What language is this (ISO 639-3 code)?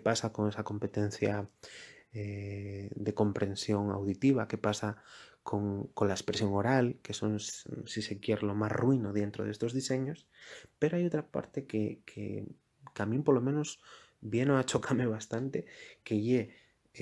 ast